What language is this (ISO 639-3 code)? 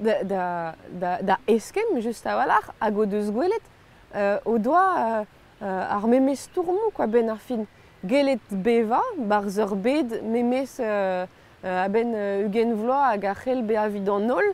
bre